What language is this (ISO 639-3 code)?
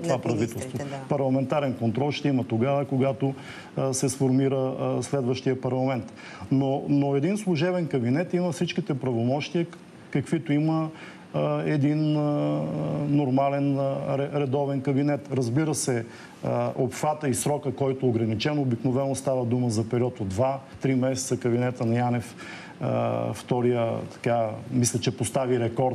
bul